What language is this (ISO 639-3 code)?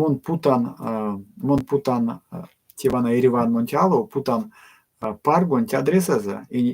myv